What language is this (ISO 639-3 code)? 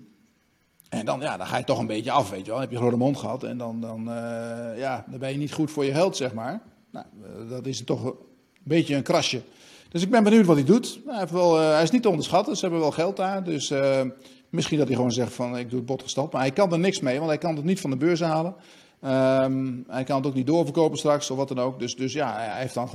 nld